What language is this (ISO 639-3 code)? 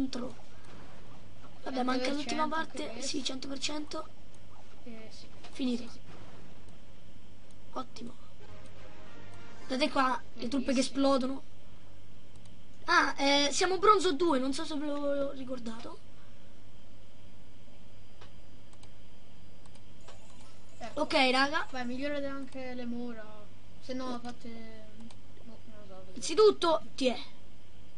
ita